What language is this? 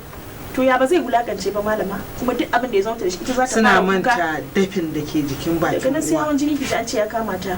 Hausa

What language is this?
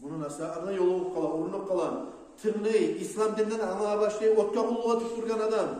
Kumyk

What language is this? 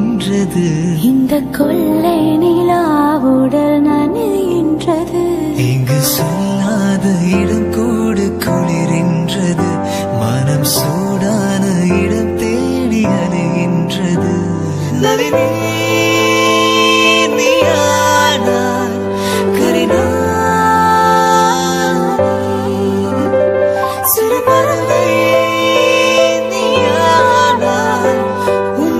Tamil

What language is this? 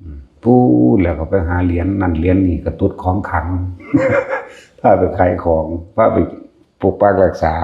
Lao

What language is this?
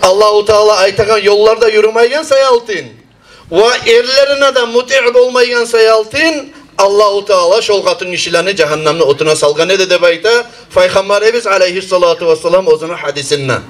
Kumyk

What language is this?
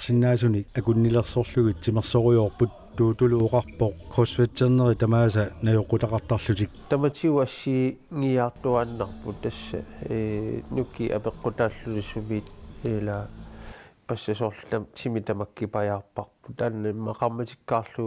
Kalaallisut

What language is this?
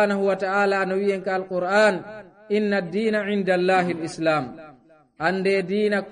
Fula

